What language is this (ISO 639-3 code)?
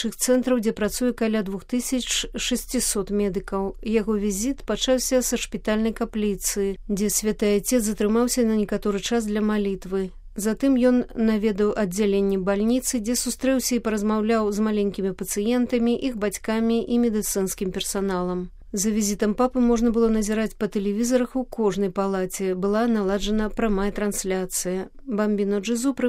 bel